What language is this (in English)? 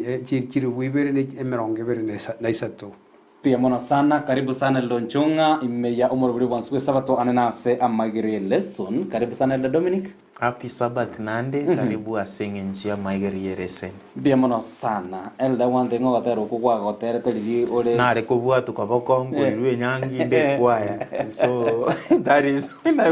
Gusii